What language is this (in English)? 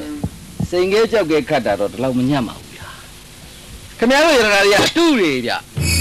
Burmese